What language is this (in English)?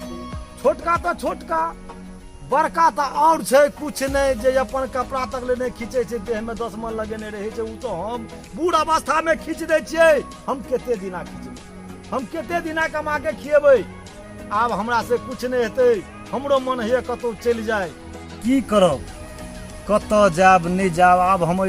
Maithili